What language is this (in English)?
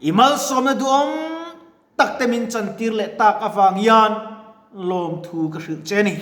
Mizo